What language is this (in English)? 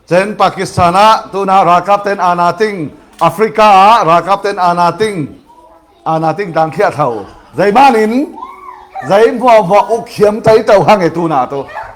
Falam Chin